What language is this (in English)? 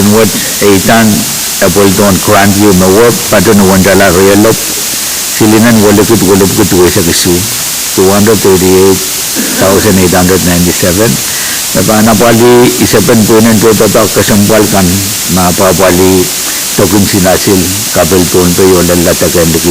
Pohnpeian